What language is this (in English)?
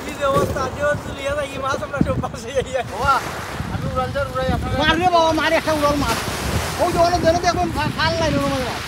Sylheti